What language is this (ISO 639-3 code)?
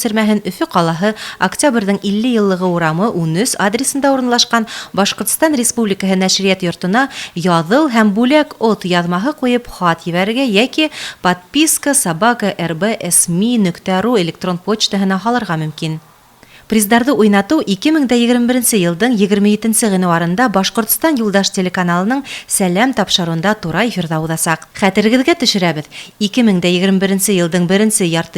bak